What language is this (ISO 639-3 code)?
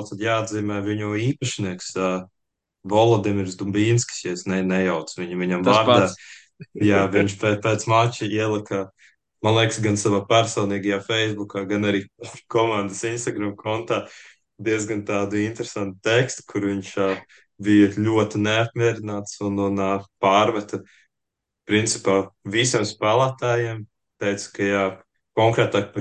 lav